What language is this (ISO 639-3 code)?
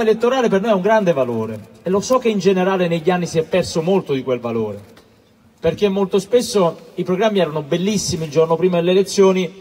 ita